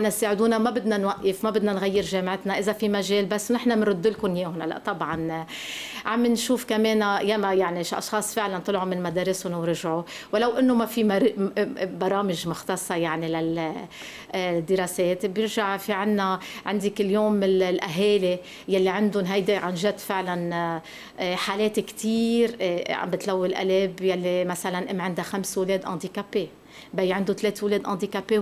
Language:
North Levantine Arabic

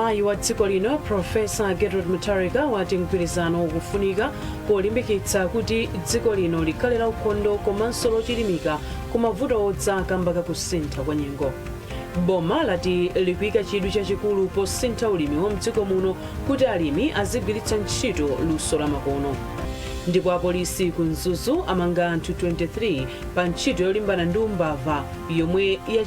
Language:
Nyanja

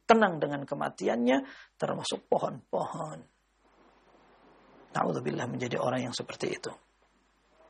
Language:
Indonesian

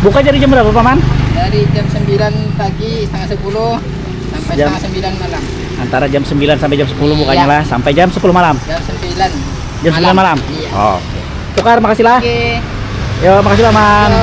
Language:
Banjar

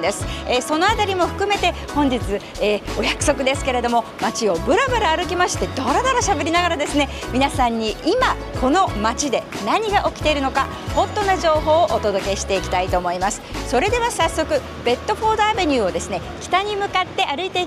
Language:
Japanese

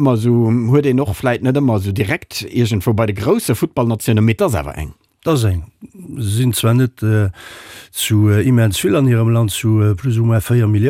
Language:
Luxembourgish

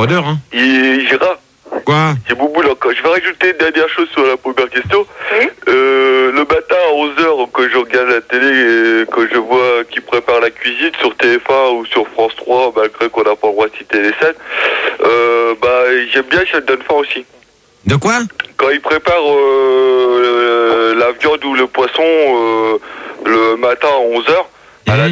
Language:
French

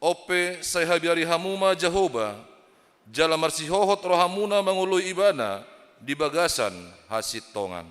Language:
Batak Toba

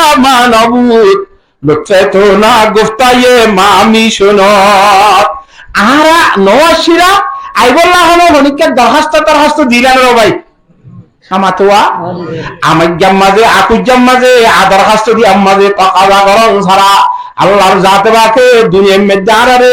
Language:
Rohingya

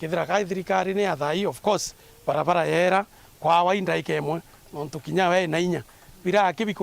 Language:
Meru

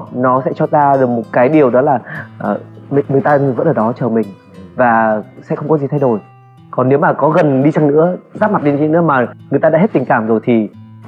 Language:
Vietnamese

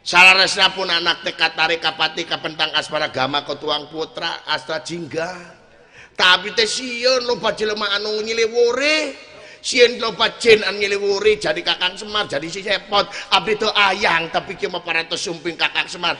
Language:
Sundanese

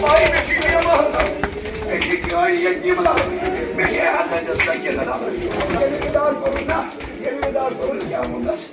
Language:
Kashmiri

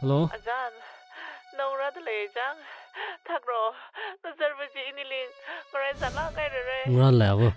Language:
Tangkhul Naga (India)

